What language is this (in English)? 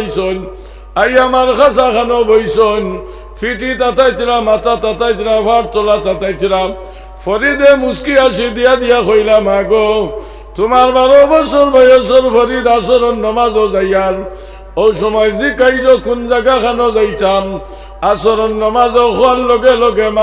Sylheti